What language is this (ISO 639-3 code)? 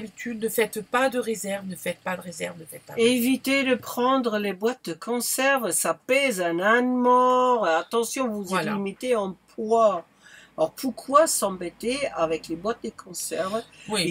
fra